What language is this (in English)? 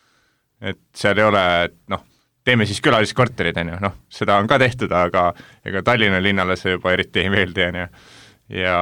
Estonian